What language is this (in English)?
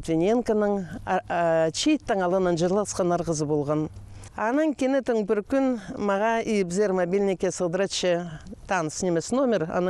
Khakas